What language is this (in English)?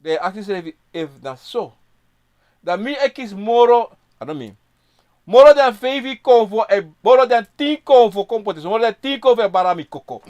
Sranan Tongo